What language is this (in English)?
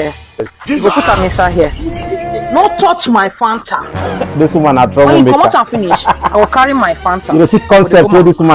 Nigerian Pidgin